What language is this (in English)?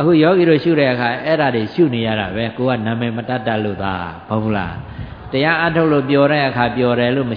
Burmese